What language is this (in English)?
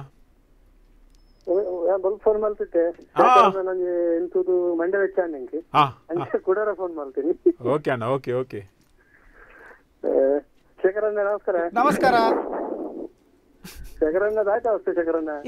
Kannada